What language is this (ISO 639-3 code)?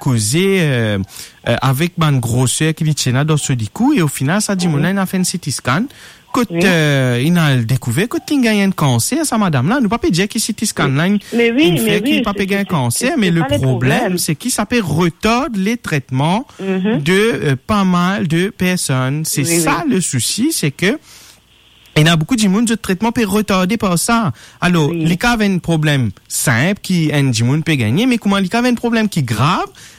mfe